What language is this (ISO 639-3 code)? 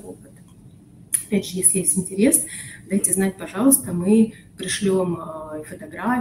rus